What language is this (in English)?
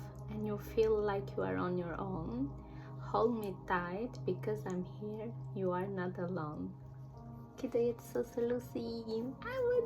Albanian